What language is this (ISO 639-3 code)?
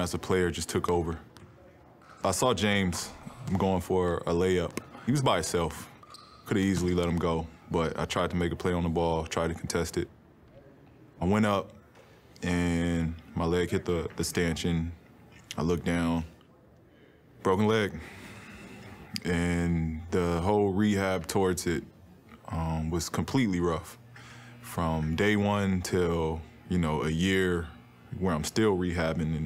eng